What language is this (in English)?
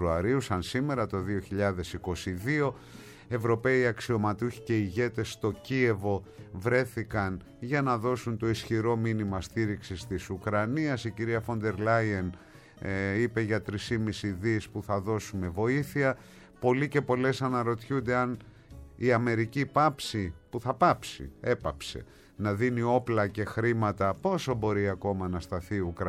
Greek